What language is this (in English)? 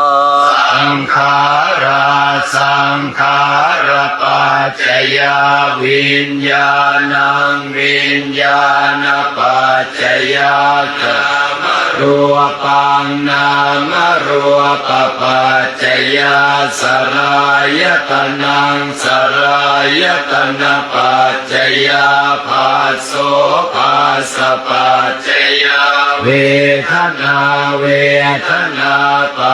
Pali